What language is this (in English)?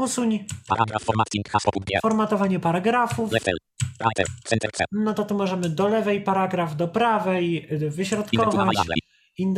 Polish